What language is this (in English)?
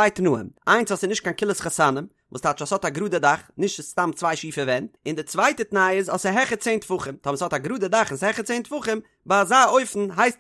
Yiddish